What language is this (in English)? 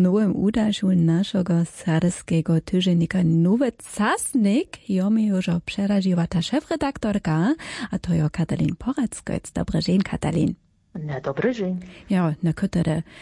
Polish